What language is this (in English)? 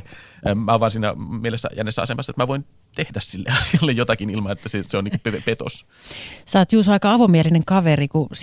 Finnish